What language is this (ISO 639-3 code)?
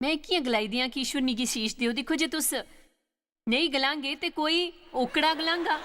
doi